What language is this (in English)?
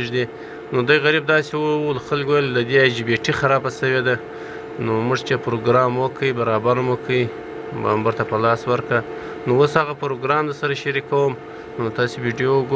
Pashto